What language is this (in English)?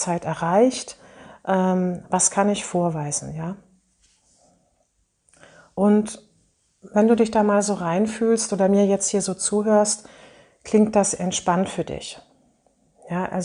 German